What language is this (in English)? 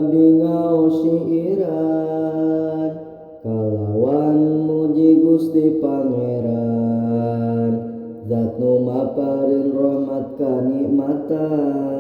Sundanese